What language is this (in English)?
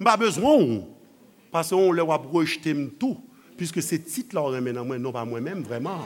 Haitian Creole